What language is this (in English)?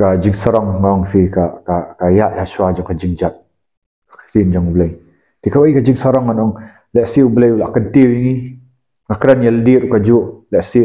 Khasi